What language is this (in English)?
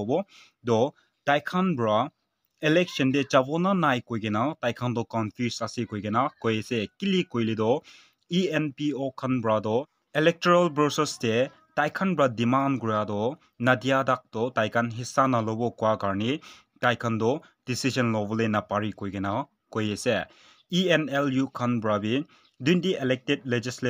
Naga Pidgin